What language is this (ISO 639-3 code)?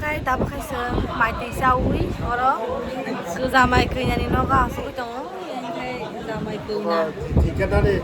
trp